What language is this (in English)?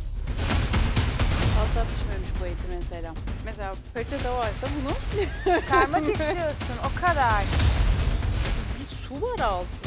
Turkish